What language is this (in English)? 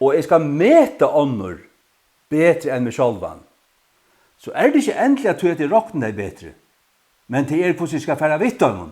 Faroese